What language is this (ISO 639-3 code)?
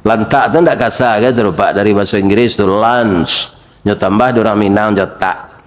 min